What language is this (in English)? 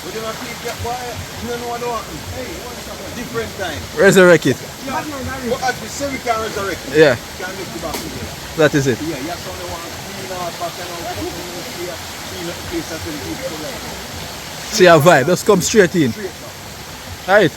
Jamaican Creole English